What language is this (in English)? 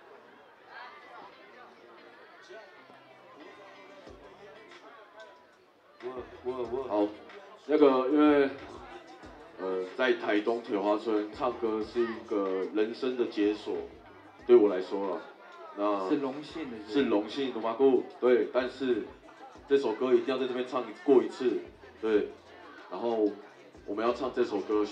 Chinese